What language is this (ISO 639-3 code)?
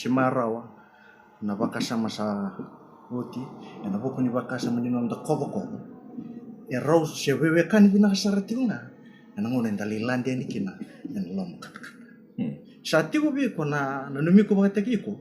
fij